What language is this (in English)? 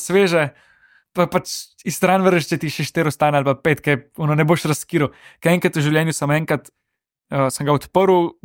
Slovenian